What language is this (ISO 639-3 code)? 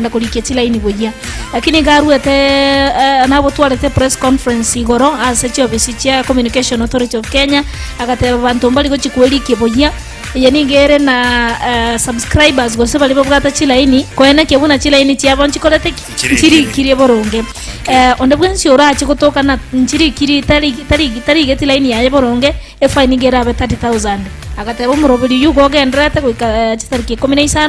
guz